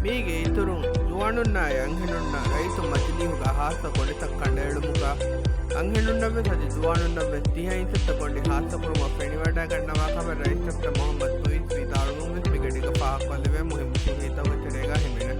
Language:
Divehi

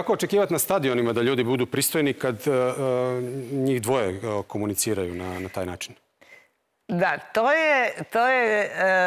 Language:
Croatian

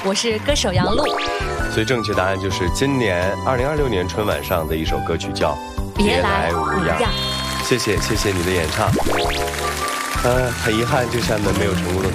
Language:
Chinese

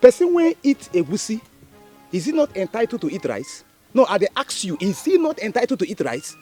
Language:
Nigerian Pidgin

